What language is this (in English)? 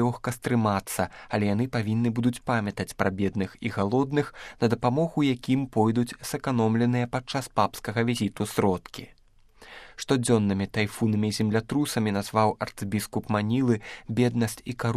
Belarusian